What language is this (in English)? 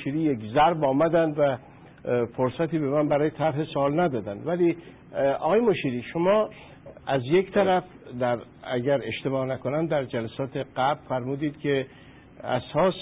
Persian